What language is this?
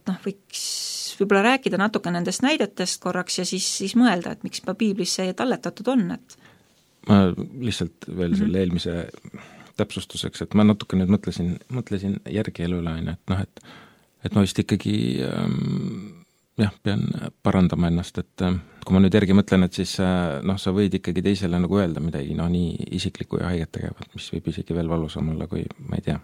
Estonian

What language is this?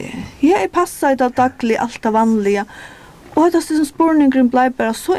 Faroese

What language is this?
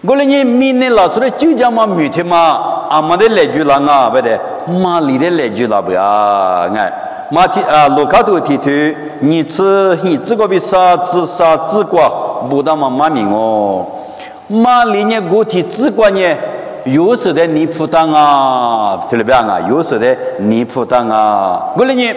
Lisu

